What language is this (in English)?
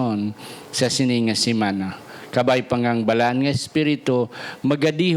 Hiligaynon